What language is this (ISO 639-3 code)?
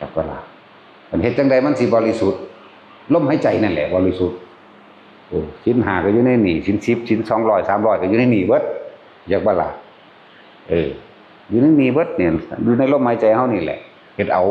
tts